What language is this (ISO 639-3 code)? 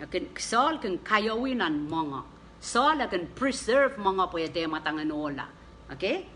pon